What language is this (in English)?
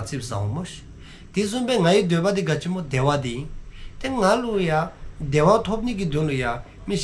Dzongkha